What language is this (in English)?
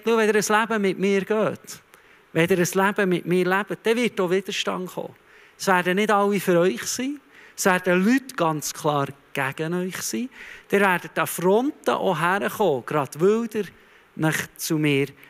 Swiss German